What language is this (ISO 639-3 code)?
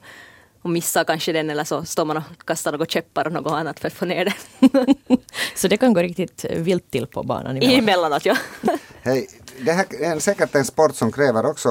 swe